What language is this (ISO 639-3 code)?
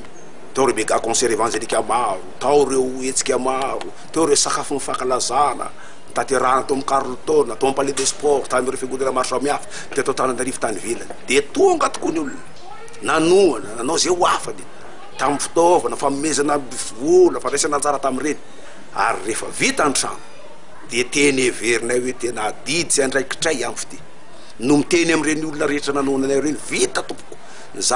mlg